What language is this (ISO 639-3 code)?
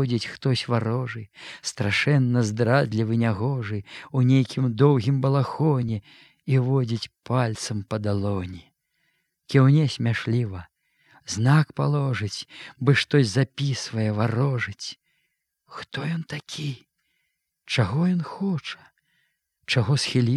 bel